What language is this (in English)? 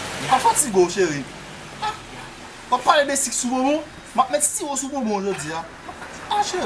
Haitian Creole